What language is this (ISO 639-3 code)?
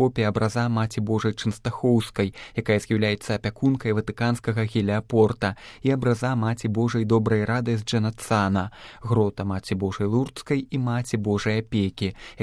bel